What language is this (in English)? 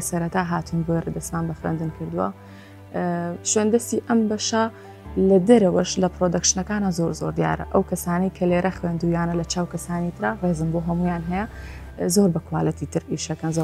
Central Kurdish